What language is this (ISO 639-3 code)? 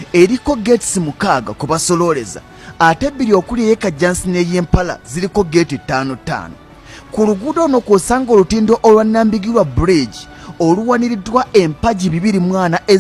lug